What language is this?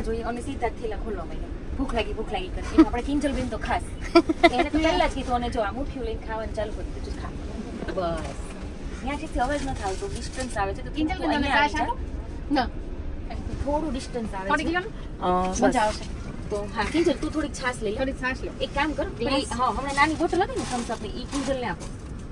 Gujarati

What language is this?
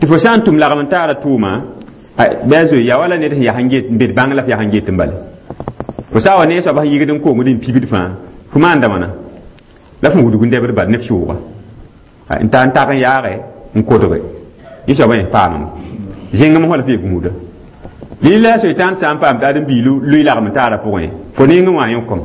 Mossi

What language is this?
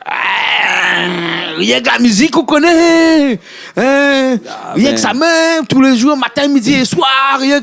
Réunion Creole French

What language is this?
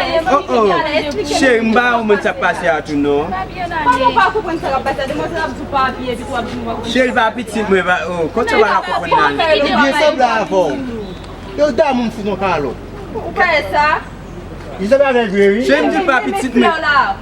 Haitian Creole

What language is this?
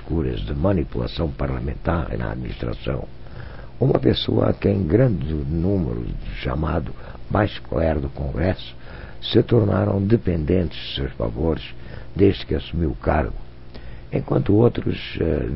Portuguese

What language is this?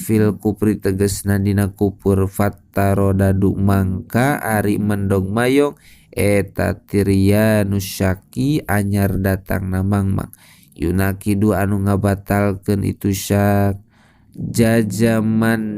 Sundanese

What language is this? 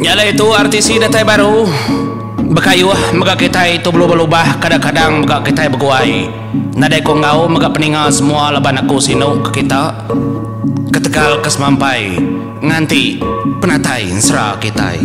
Iban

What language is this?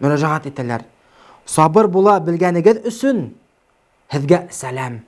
Bashkir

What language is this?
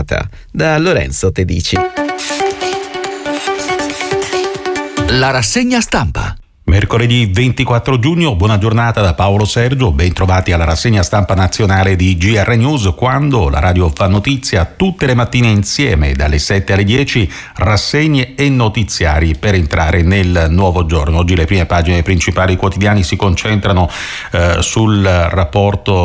Italian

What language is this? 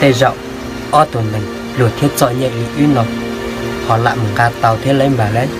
Hmong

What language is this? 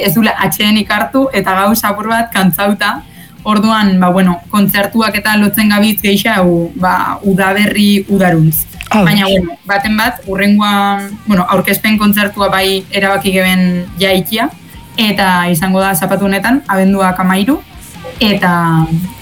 Basque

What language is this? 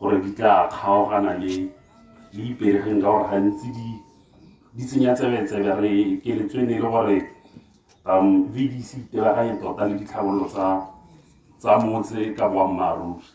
Tswana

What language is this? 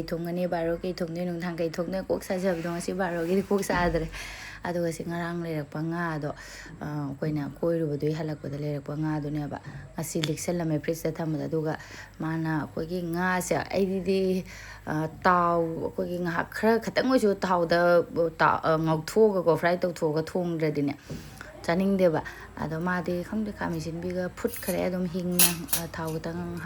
Manipuri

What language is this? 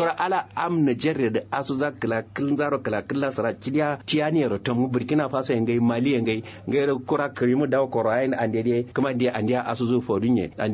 Kanuri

